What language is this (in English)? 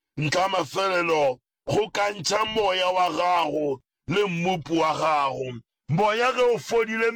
Northern Sotho